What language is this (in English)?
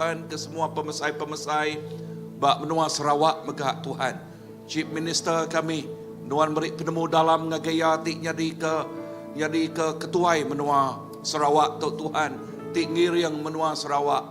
Iban